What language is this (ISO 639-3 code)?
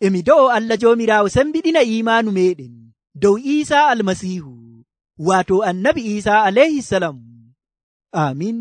fuv